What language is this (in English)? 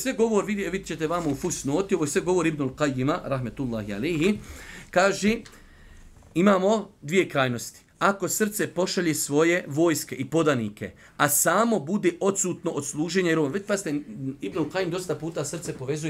Bosnian